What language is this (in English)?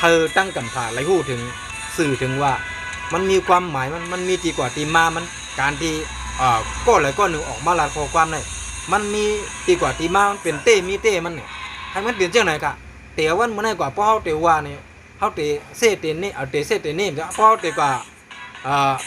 Shan